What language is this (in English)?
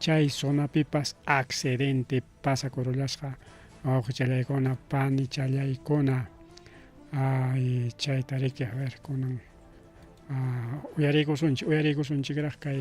Ayacucho Quechua